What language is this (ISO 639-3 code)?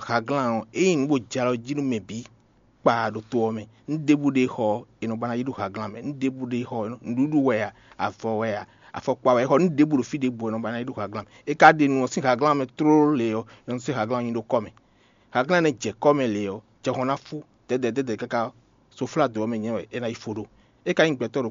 fon